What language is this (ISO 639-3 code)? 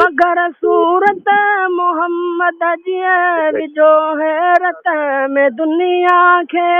snd